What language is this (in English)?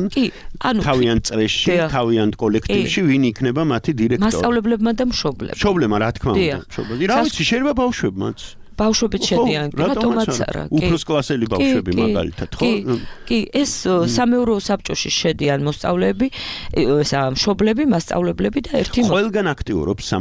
Georgian